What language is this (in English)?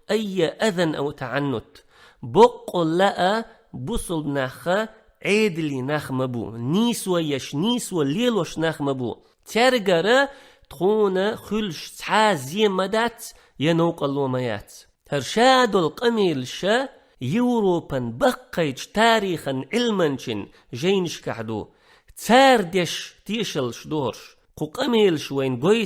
Chechen